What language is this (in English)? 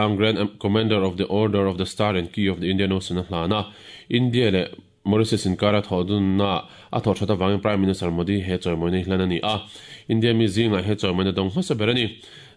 Mizo